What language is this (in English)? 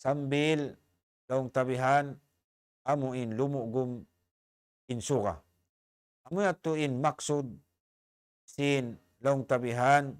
Tausug